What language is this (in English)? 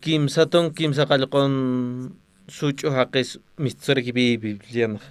Aymara